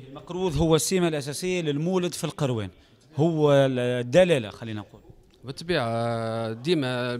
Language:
Tunisian Arabic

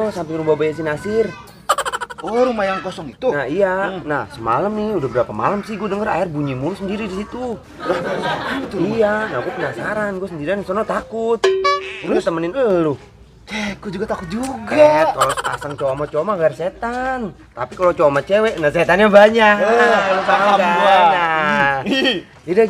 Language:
Betawi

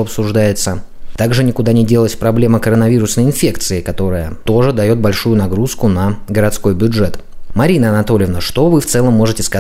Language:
Russian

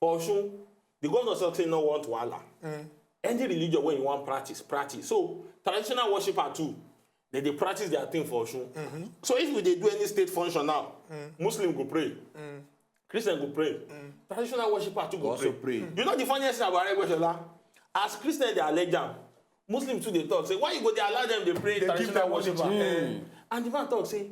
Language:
Nigerian Pidgin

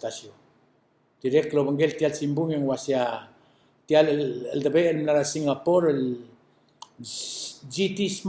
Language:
Palauan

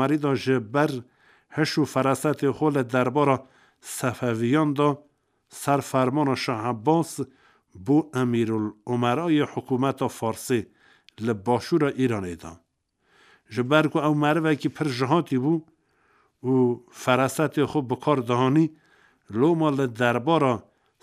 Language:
Kurdish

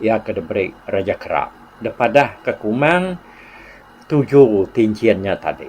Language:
Iban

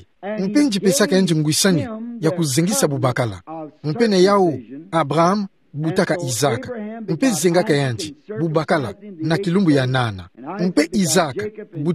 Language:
Kituba (Democratic Republic of Congo)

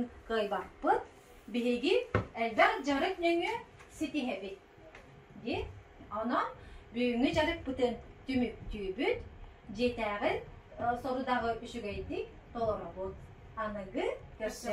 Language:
Yakut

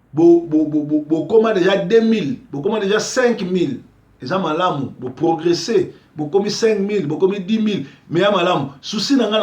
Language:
Lingala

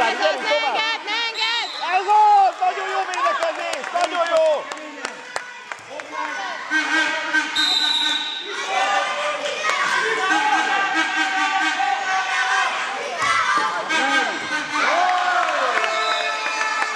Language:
Hungarian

